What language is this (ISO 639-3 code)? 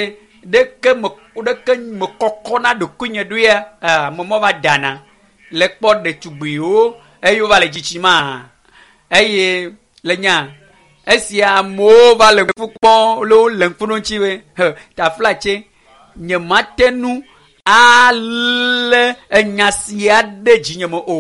ewe